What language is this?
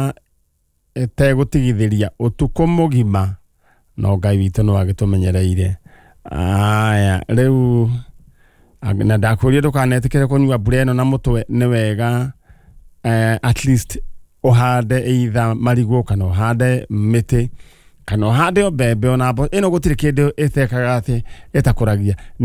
Kikuyu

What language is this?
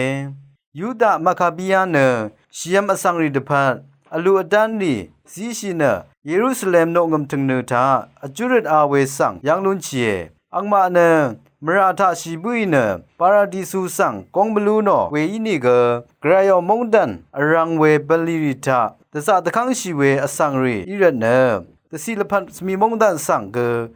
Rawang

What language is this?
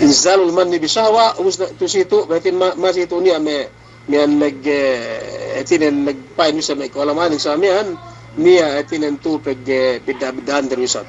Yakan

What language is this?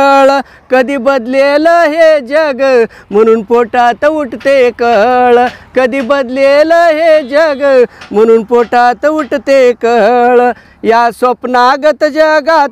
Marathi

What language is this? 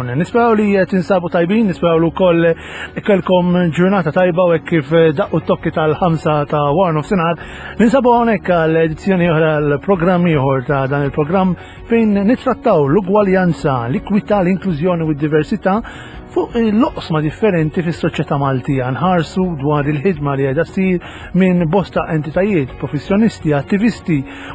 Maltese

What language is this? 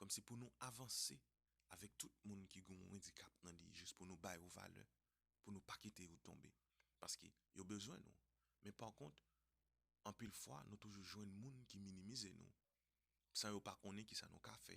Haitian Creole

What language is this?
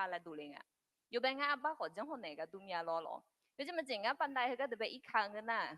Akha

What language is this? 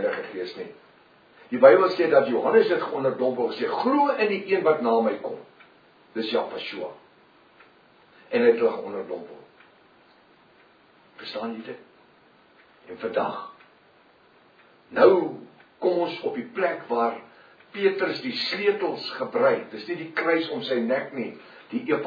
Afrikaans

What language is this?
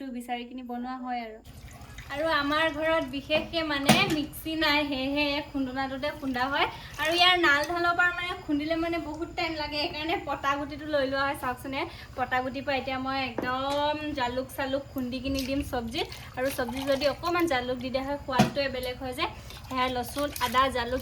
Assamese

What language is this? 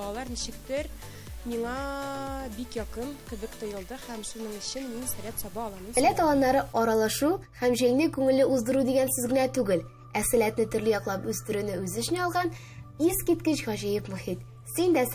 Tatar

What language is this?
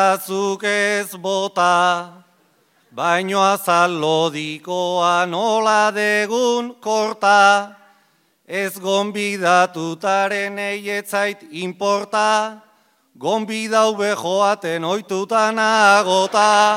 Basque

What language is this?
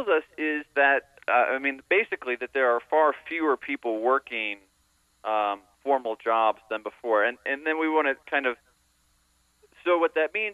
English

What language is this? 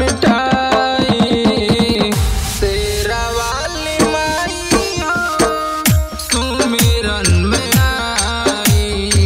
Bhojpuri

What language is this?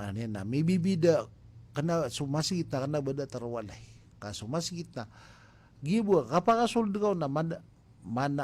Maranao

